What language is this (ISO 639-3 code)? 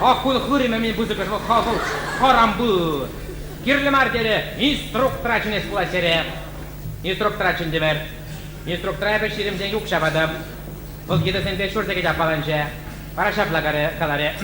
chv